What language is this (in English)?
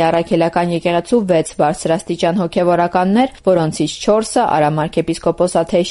Armenian